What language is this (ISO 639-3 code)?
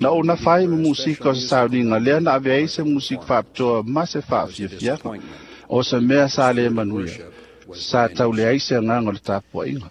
smo